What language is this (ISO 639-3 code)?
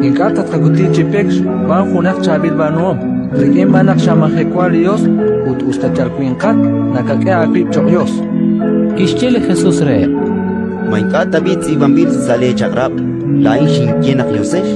kek